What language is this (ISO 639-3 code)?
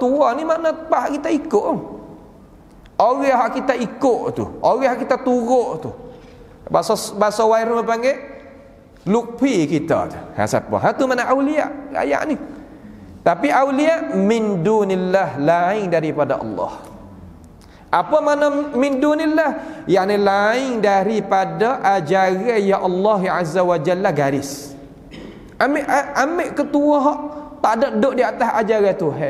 msa